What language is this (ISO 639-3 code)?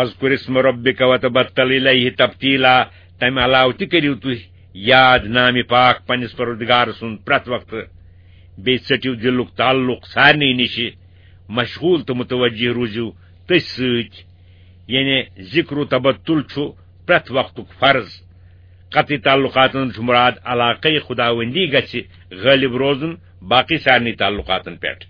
kas